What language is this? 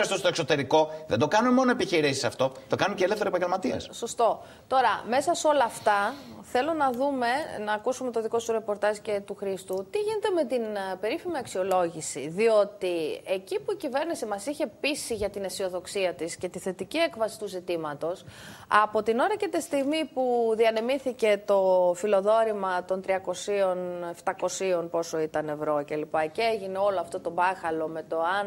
Greek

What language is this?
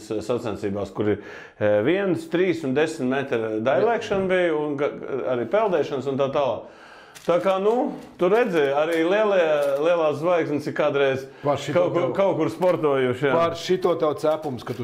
Latvian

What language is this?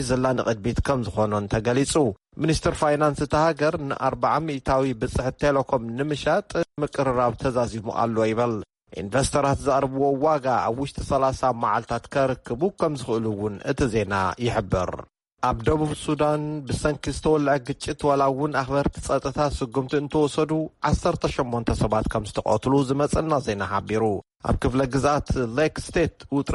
Tigrinya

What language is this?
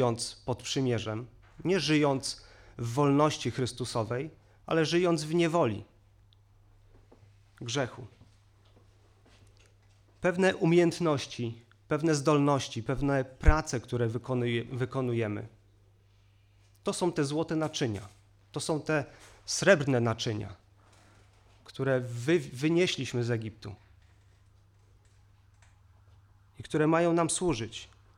Polish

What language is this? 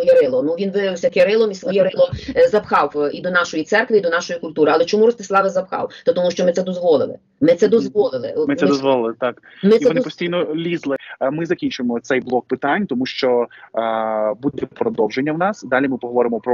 Ukrainian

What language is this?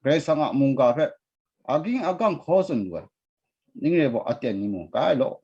Kachin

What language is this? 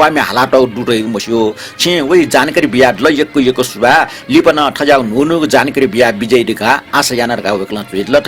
Newari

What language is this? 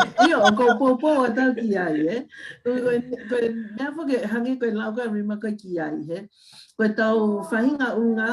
Tongan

